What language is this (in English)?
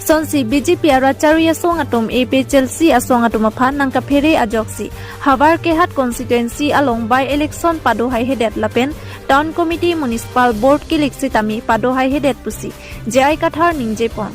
Karbi